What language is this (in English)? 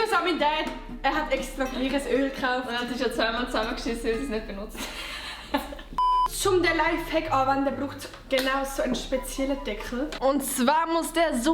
Swiss German